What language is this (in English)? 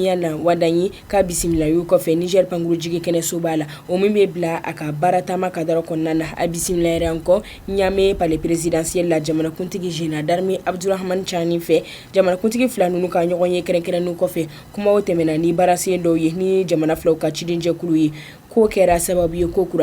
Bambara